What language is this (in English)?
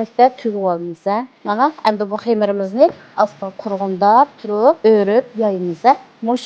Uyghur